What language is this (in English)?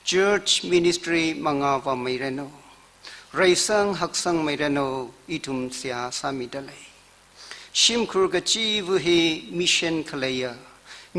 Tangkhul Naga (India)